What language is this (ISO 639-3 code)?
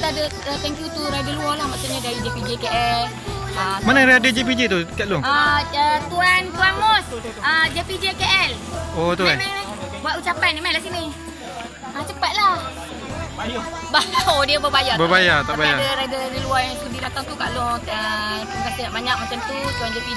msa